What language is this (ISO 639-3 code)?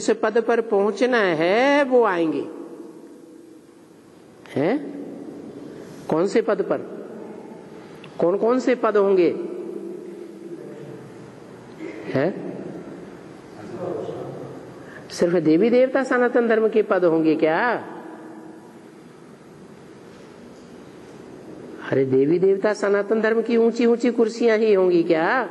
hin